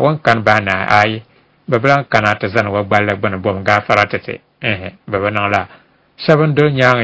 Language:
Dagbani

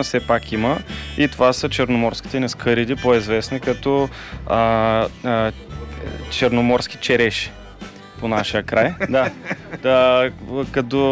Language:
Bulgarian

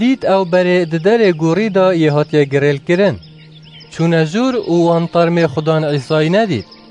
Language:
Kurdish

